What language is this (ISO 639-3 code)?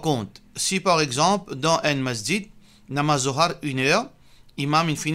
mfe